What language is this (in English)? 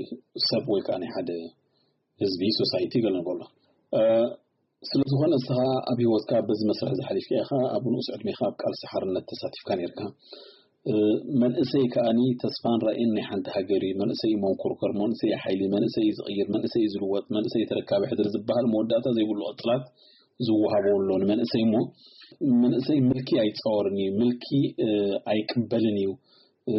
Tigrinya